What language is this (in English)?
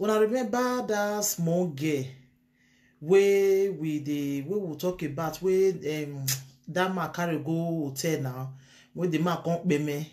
Nigerian Pidgin